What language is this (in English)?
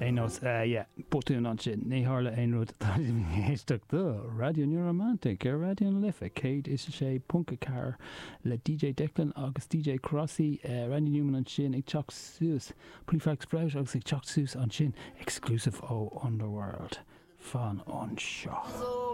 Irish